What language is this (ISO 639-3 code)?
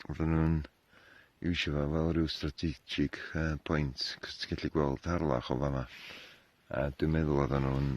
cym